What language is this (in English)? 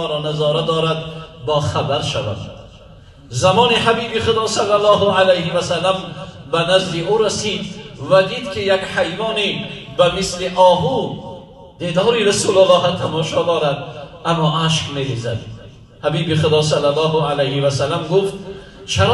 Tajik